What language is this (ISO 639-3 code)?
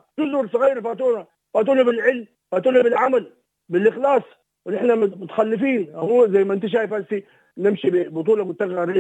apd